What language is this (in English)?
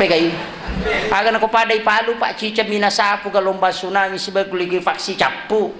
Buginese